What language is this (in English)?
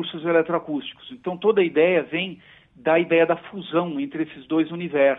Portuguese